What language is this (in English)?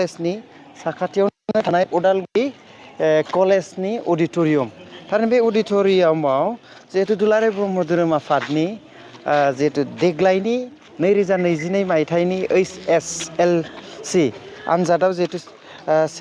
Bodo